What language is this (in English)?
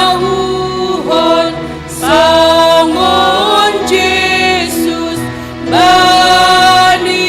Batak Simalungun